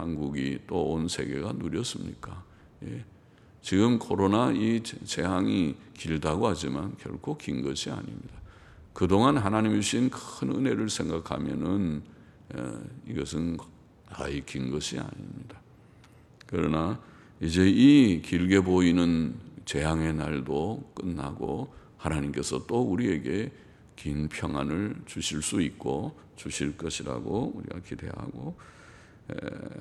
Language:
Korean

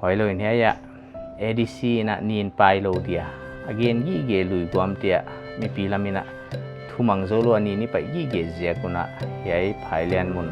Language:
Paite Chin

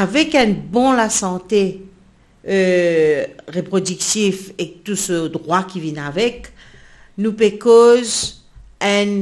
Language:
Morisyen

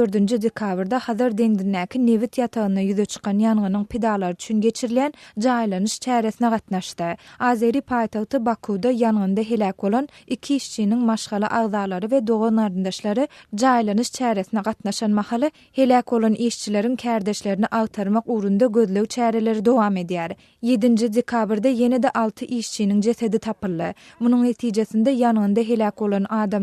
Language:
Turkmen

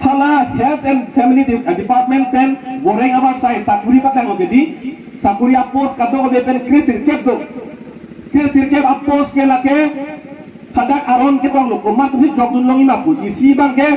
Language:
Karbi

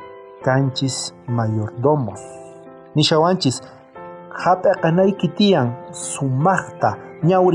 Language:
South Bolivian Quechua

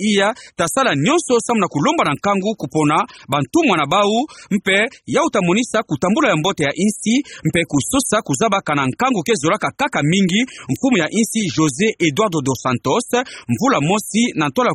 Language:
Kituba (Democratic Republic of Congo)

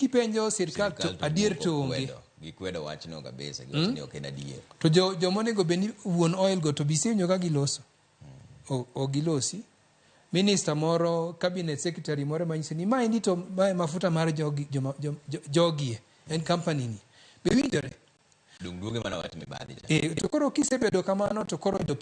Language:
Luo (Kenya and Tanzania)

